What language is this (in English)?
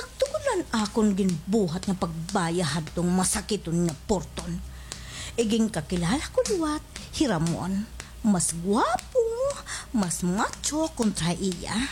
Waray